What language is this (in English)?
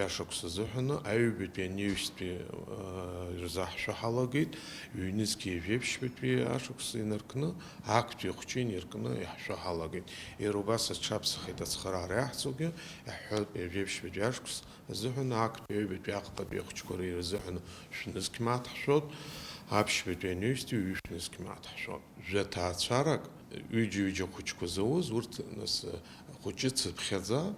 Abkhazian